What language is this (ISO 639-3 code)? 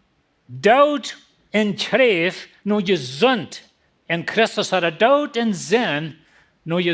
pdt